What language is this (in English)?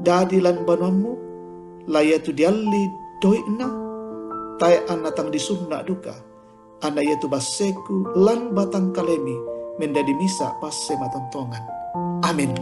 Toraja-Sa'dan